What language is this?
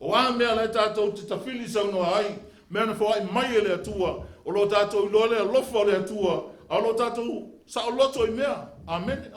Samoan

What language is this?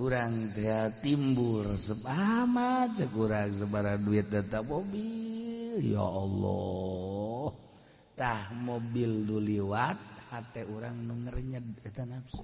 Sundanese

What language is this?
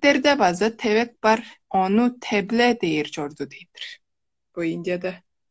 Tuvinian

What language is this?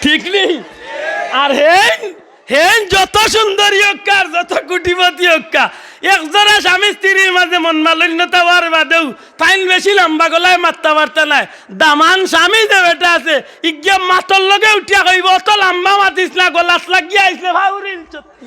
Sylheti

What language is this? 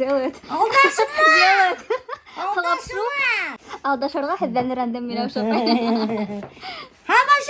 Bashkir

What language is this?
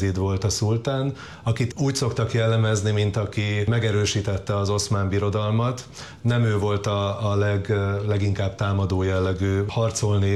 Hungarian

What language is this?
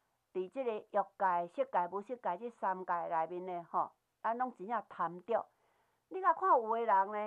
Min Nan Chinese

